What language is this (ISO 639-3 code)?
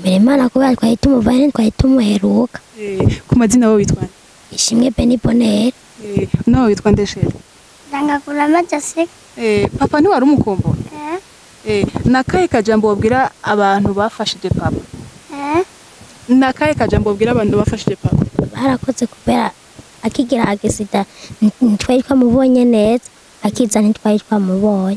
run